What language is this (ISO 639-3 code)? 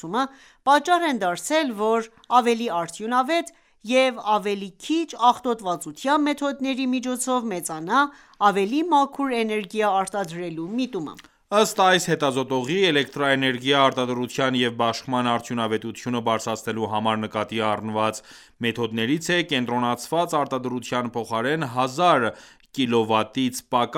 hye